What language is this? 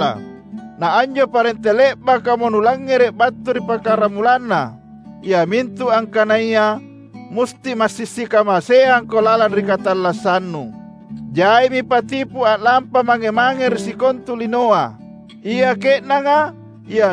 Makasar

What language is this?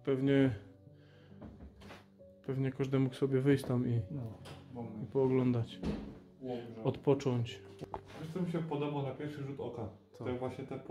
Polish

